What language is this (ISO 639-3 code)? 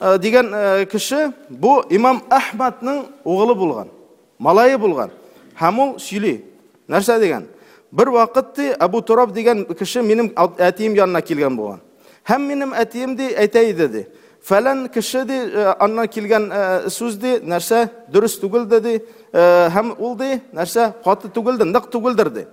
tat